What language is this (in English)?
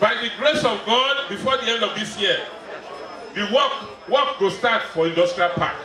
Nigerian Pidgin